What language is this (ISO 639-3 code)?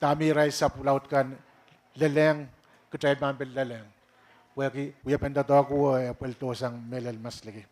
pon